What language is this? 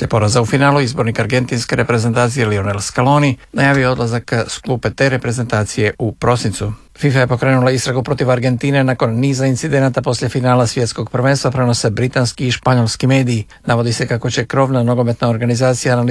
Croatian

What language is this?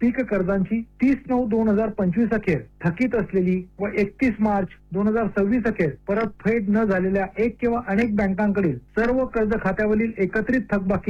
Marathi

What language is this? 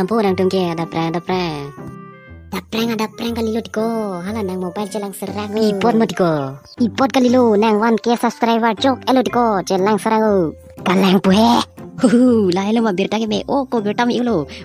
Karbi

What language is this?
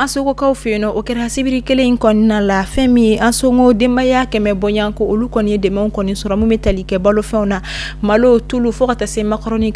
Bambara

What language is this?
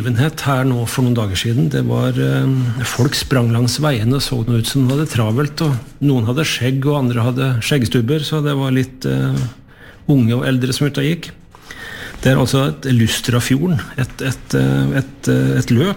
Norwegian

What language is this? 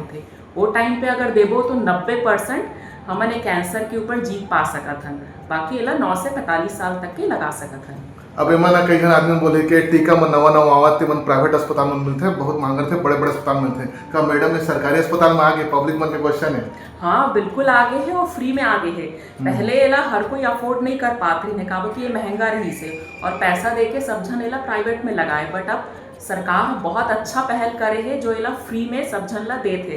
Chhattisgarhi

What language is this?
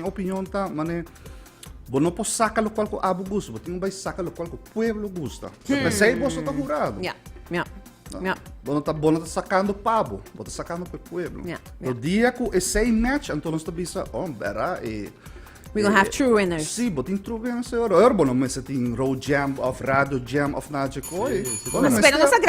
Papiamento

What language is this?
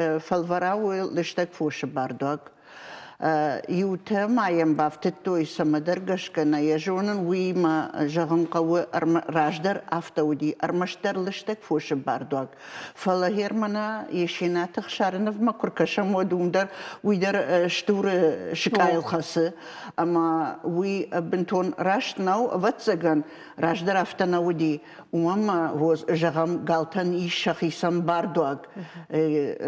Ossetic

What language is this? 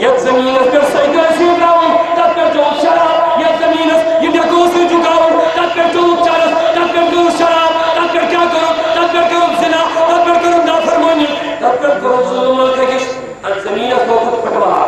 Kashmiri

